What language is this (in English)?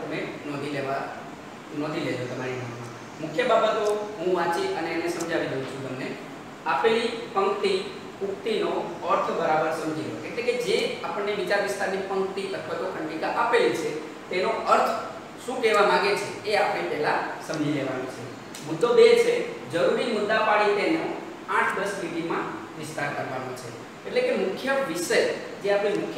Gujarati